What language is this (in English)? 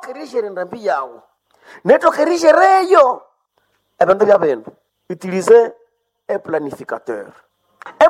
Nande